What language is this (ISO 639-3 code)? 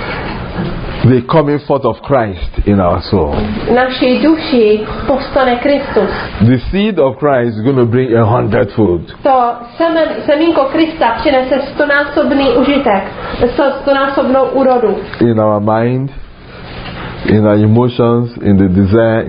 ces